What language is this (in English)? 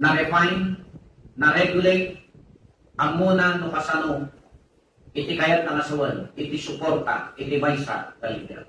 Iloko